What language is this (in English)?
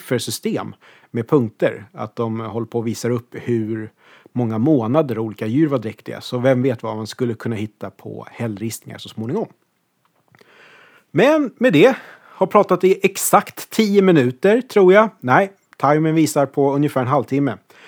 Swedish